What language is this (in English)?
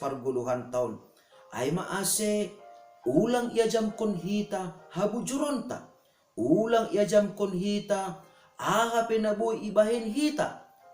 Batak Simalungun